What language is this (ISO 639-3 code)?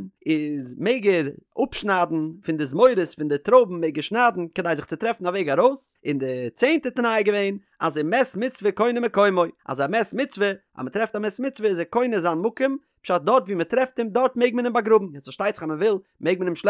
yid